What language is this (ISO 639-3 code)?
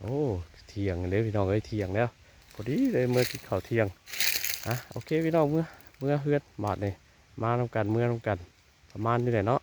tts